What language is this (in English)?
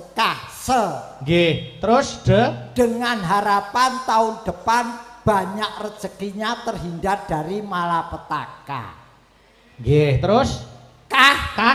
Javanese